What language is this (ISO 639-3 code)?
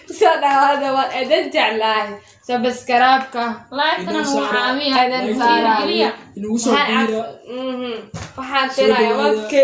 som